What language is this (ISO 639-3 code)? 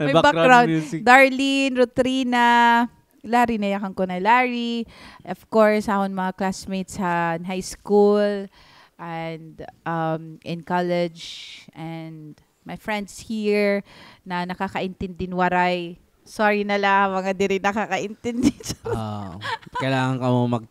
war